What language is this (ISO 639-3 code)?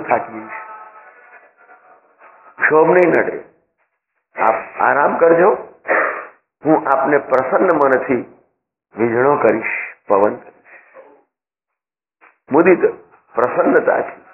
guj